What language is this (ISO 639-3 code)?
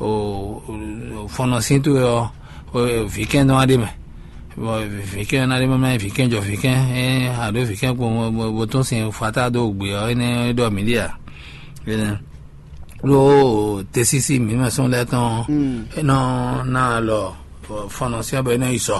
fon